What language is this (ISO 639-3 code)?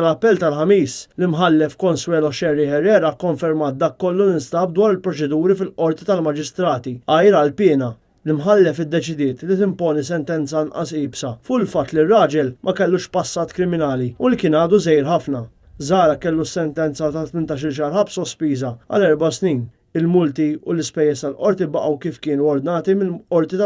mlt